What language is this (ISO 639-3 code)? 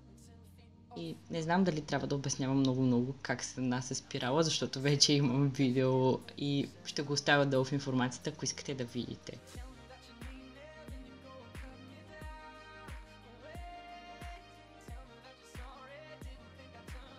bul